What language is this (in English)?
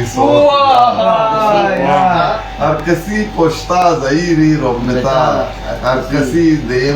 Eastern Balochi